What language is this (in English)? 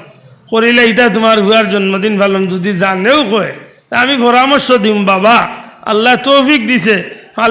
Sylheti